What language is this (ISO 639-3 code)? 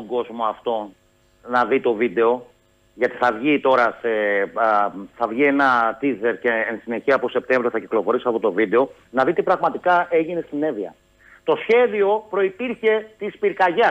ell